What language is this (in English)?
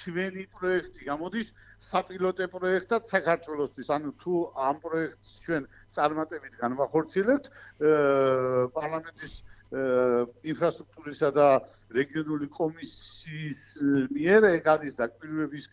Georgian